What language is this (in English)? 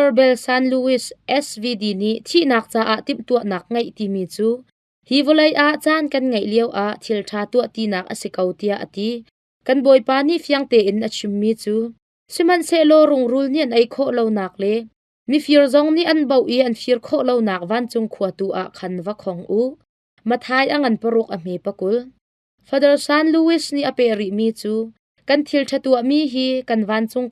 Hakha Chin